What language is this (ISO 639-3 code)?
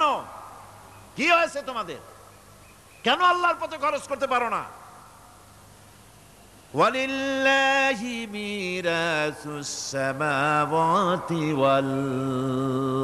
ben